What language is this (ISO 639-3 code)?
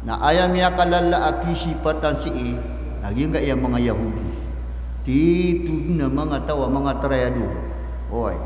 mrw